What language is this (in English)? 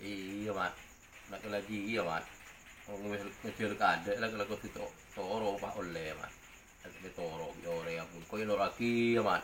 Madurese